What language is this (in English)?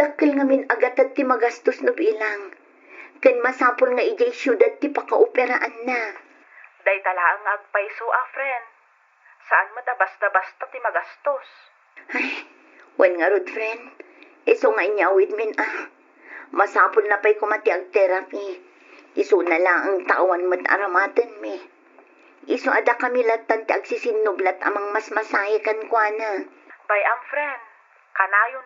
Iloko